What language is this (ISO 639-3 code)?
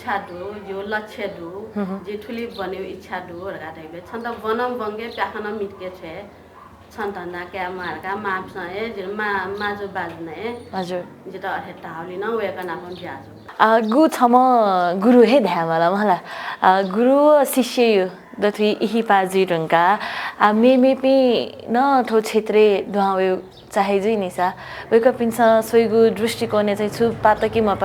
new